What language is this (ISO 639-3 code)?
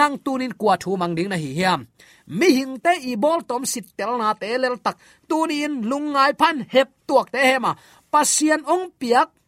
ctd